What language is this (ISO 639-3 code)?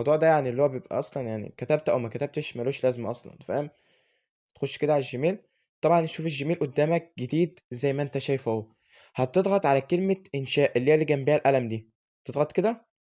arz